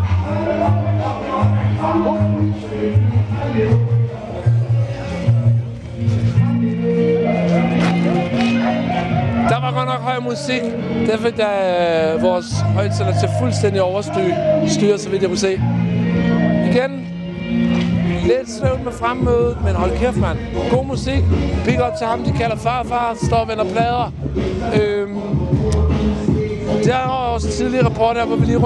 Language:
Danish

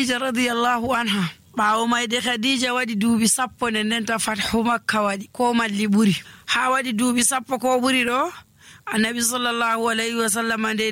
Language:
Nigerian Fulfulde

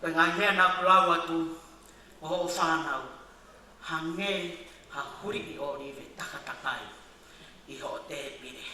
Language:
Tongan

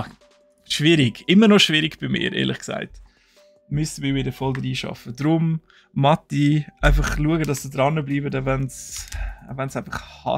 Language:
Swiss German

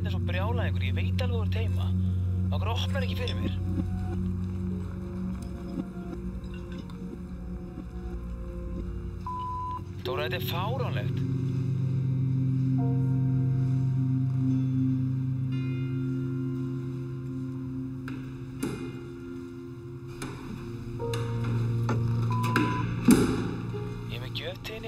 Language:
Icelandic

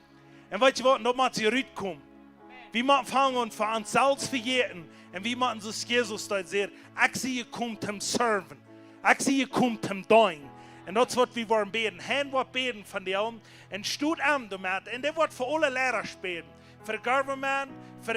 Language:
Plautdietsch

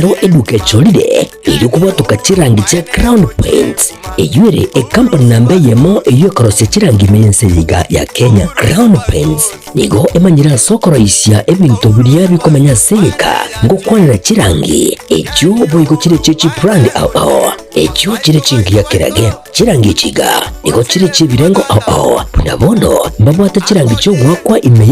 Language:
Gusii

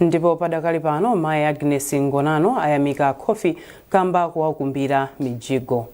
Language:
Nyanja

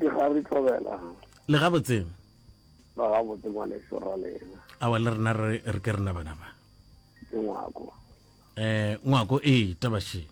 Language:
Northern Sotho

